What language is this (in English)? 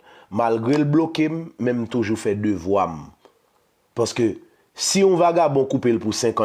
Haitian Creole